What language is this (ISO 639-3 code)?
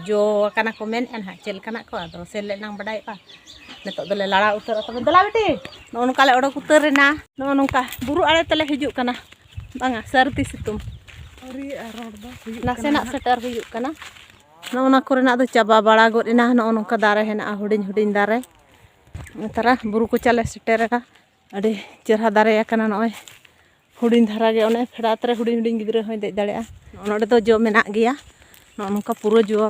sat